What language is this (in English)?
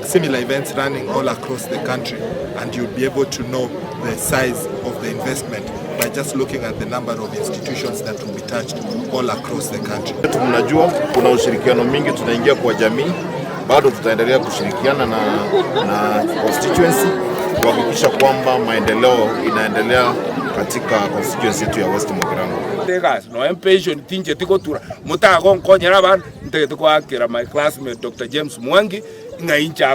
Gusii